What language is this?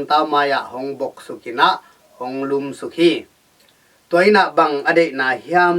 Tedim Chin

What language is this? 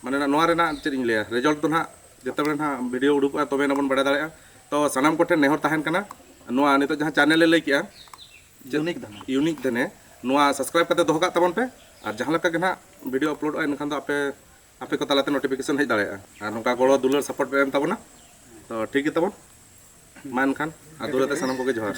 Santali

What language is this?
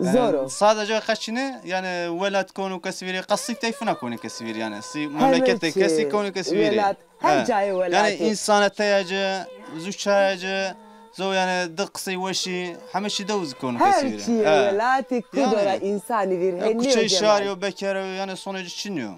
Zaza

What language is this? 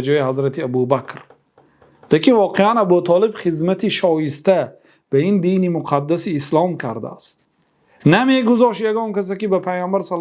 Persian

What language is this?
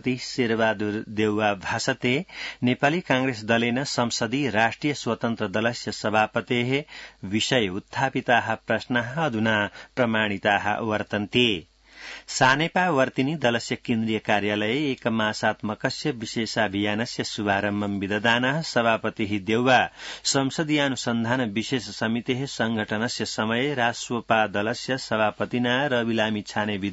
Sanskrit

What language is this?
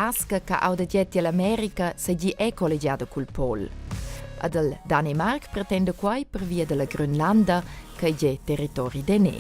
Romansh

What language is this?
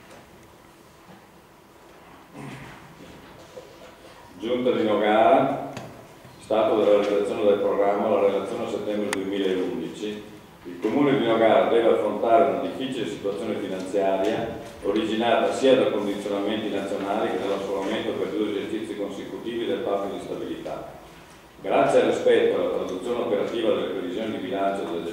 Italian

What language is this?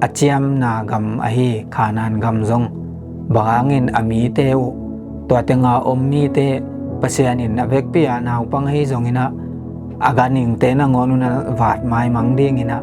Tedim Chin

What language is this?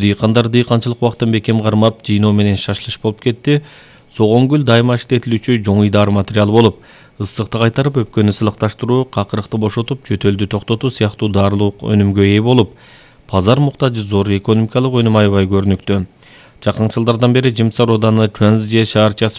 Kyrgyz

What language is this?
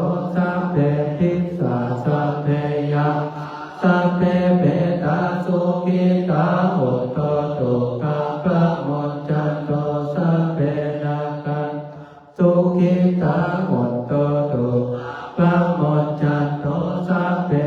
Pali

